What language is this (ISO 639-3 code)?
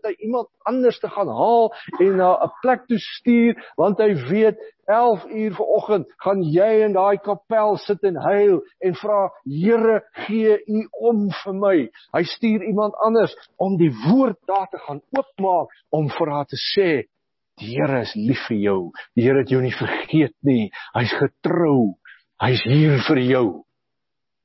afr